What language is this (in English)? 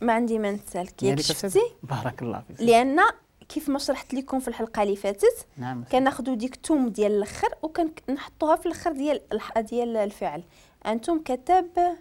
Moroccan Arabic